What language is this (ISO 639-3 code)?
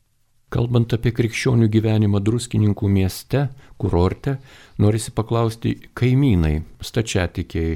lit